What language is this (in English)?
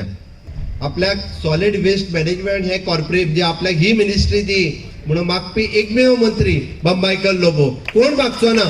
Konkani